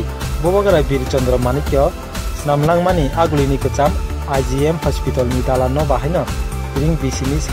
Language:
Kok Borok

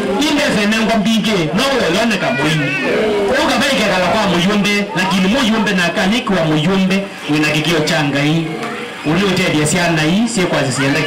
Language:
Kamba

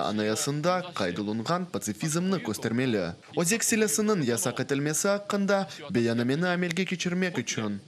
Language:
Crimean Tatar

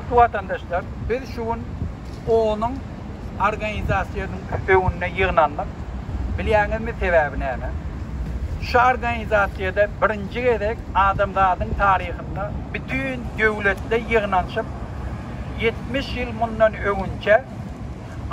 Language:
Turkmen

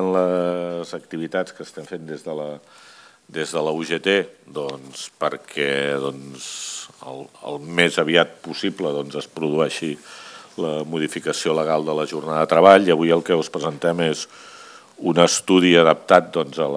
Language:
Catalan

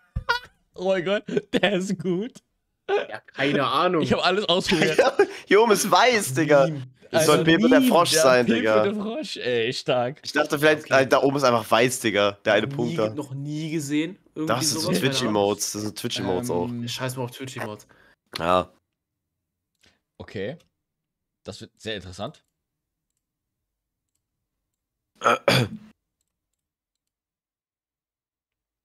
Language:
German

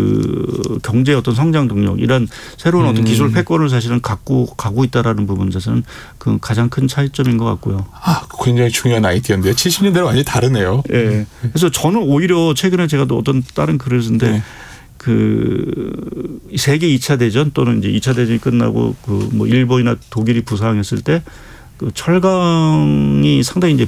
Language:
Korean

